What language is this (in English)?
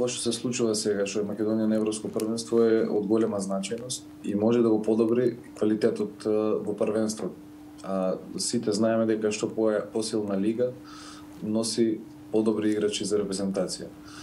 Macedonian